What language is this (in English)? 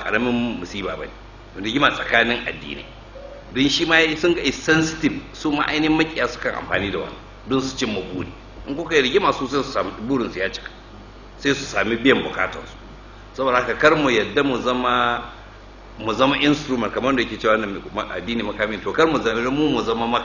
Hausa